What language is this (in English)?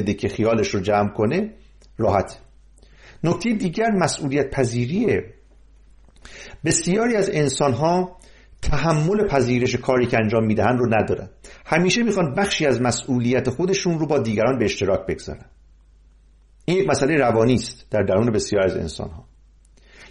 Persian